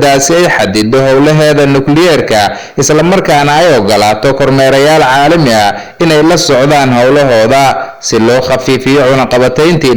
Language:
Somali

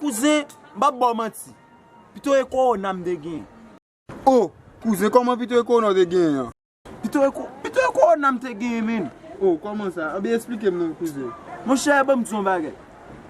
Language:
Haitian Creole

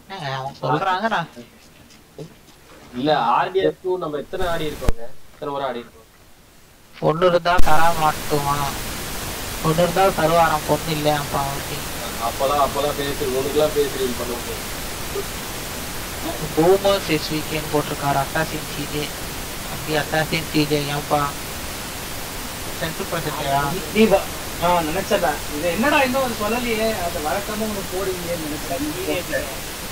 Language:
Tamil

